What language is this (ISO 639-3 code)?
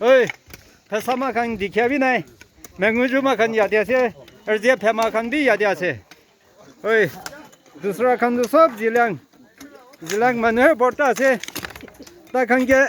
nag